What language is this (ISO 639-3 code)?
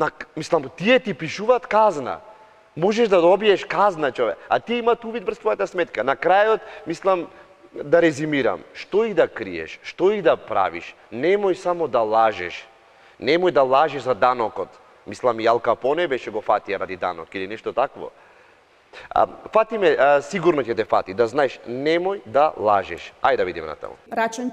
mkd